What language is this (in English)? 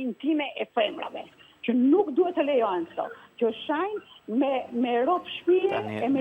Albanian